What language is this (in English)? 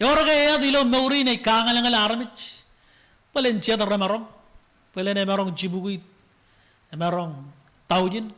Marshallese